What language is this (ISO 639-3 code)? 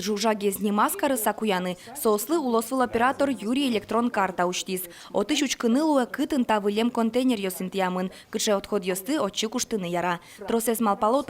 udm